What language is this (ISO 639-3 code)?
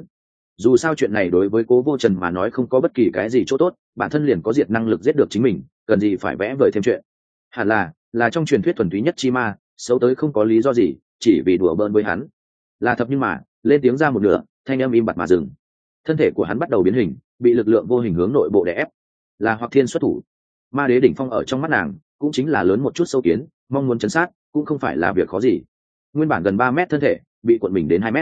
vie